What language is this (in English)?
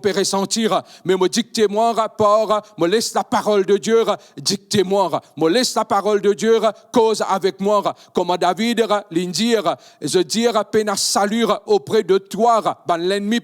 Morisyen